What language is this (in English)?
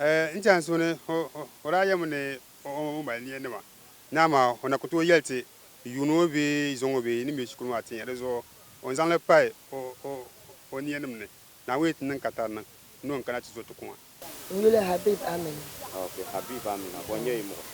Dagbani